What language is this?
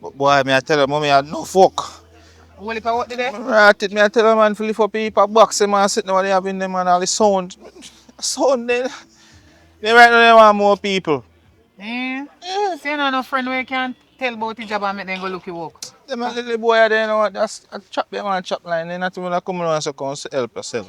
Jamaican Creole English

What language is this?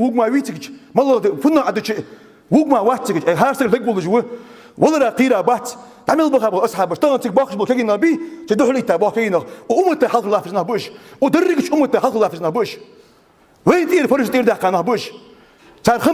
Ingush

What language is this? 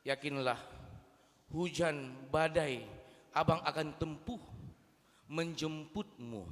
Batak Toba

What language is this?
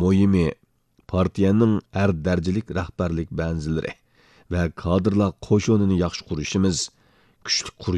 Uyghur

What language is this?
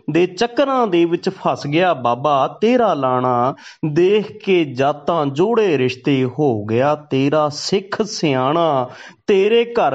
Punjabi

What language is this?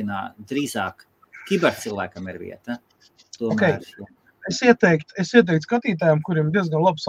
Latvian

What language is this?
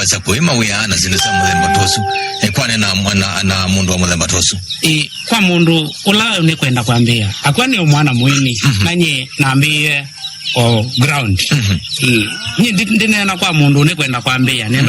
Kamba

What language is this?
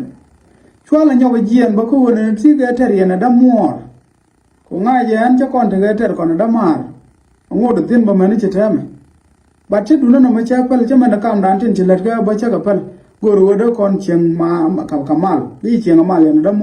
Nuer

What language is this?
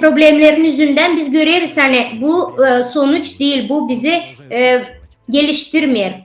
Gagauz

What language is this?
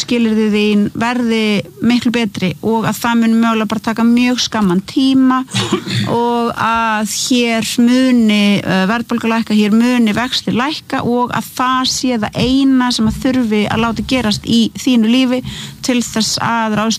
Icelandic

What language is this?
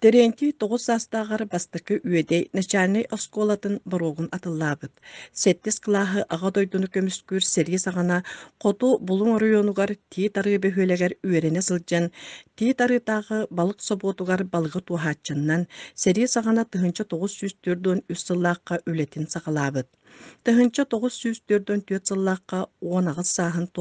Yakut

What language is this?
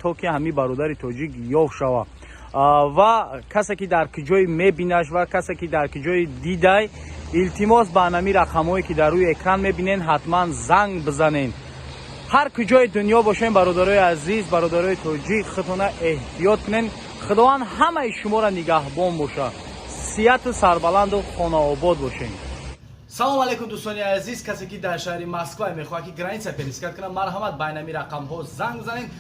Tajik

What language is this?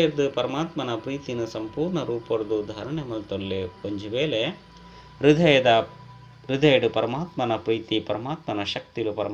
Tulu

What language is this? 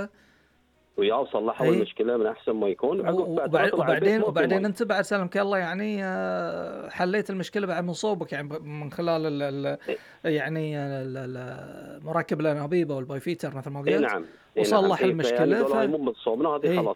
Gulf Arabic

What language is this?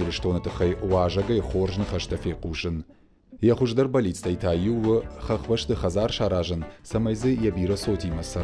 Ossetic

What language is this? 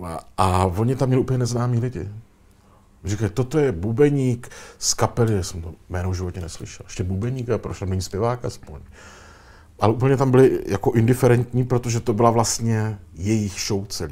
Czech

